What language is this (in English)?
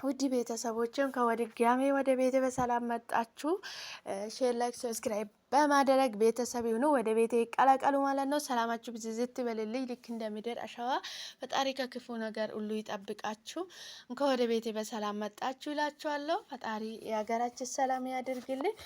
Amharic